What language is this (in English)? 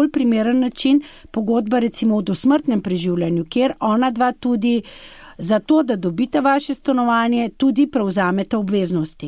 Slovenian